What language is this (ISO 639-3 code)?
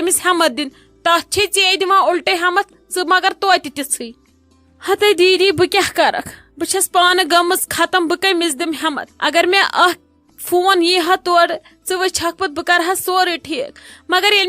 kas